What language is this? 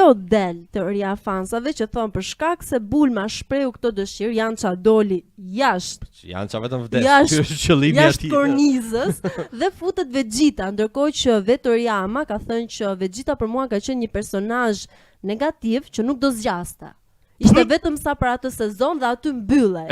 Albanian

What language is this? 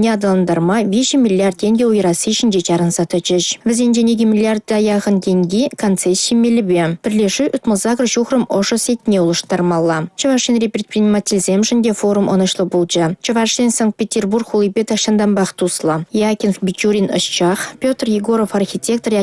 Chuvash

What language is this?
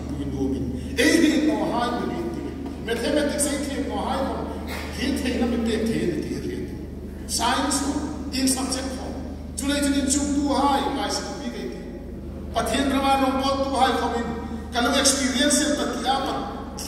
Hmar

